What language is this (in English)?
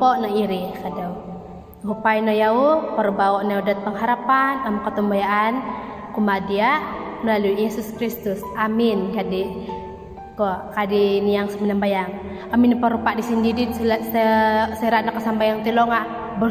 Central Dusun